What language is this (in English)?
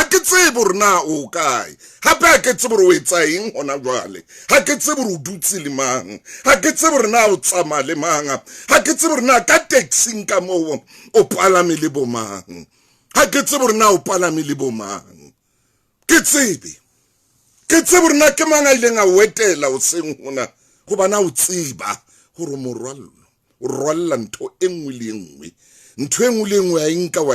Southern Sotho